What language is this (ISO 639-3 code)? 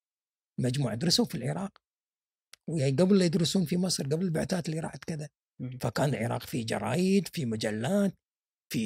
afb